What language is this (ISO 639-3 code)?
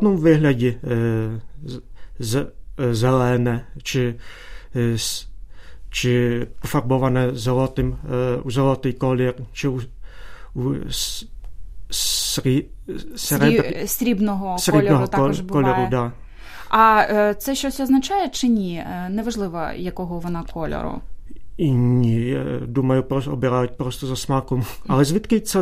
ukr